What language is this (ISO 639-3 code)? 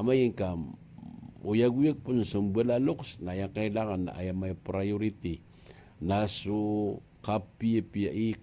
mrw